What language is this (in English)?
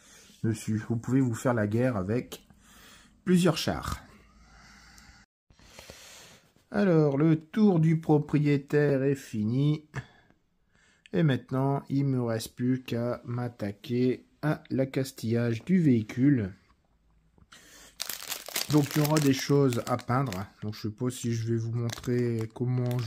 French